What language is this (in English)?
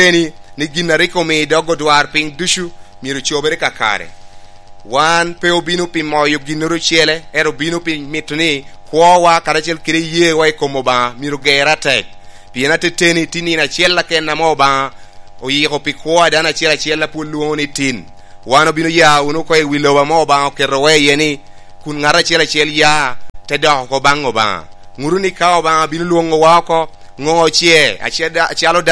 Lango (Uganda)